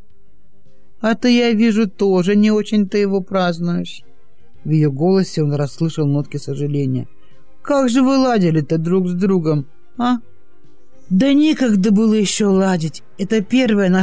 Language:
Russian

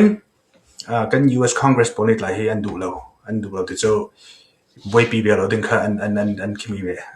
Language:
Falam Chin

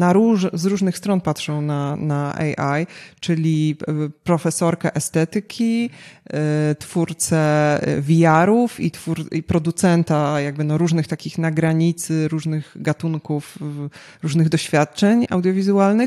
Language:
Polish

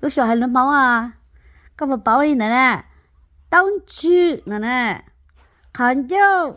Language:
Hmong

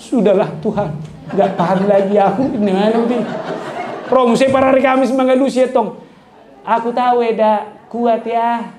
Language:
Batak Toba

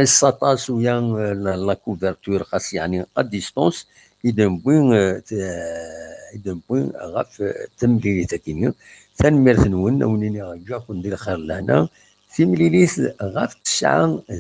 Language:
Kabyle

